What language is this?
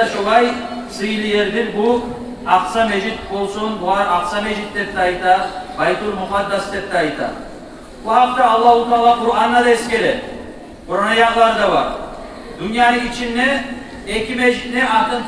Kumyk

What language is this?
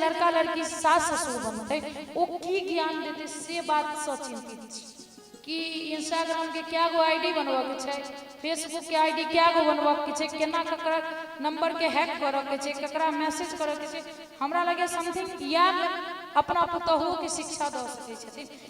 Maithili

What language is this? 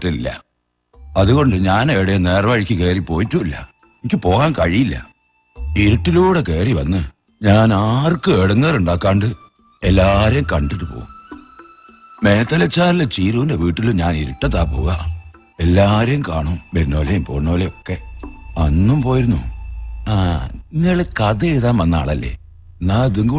Malayalam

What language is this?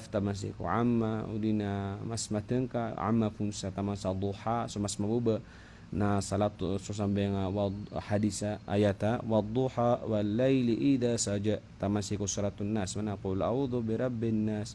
Maranao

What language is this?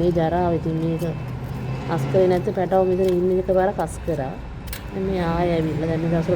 Sinhala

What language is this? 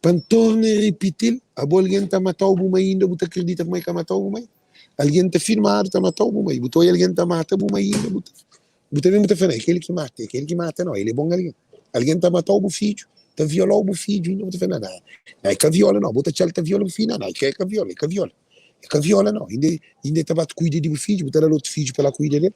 Kabuverdianu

